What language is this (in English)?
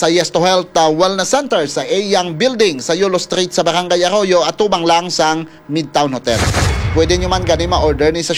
Hiligaynon